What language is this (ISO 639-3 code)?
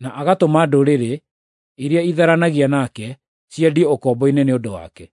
kik